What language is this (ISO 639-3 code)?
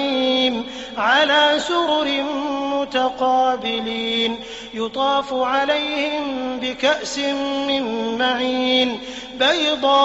ara